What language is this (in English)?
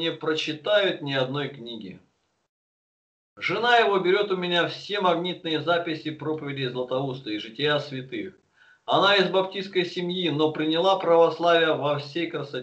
Russian